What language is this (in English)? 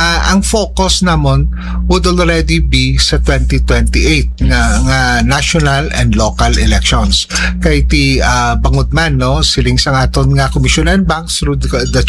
Hiligaynon